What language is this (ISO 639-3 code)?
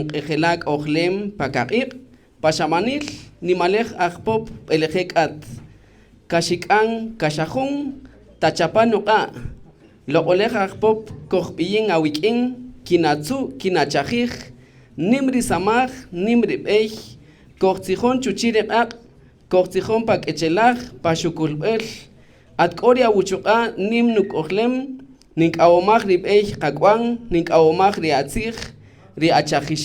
cak